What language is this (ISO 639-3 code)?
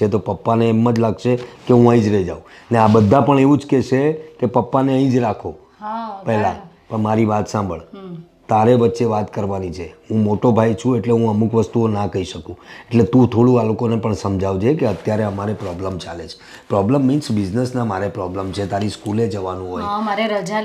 guj